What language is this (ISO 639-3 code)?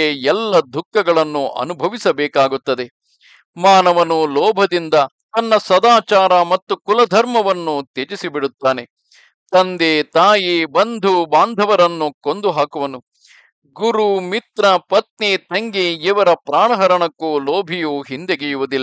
kan